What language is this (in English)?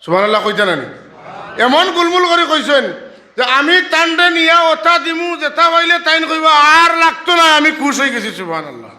Sylheti